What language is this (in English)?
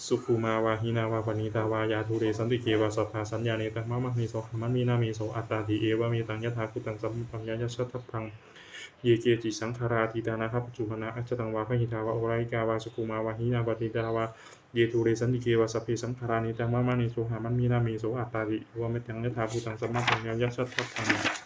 Pali